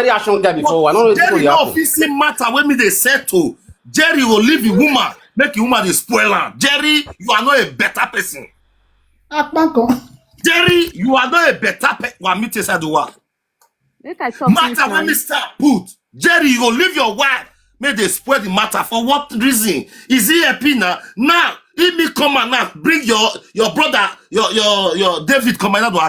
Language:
Nigerian Pidgin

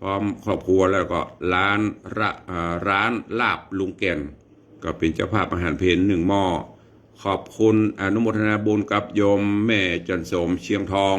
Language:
Northern Thai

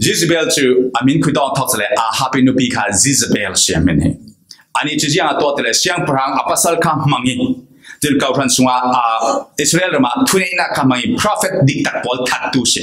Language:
Falam Chin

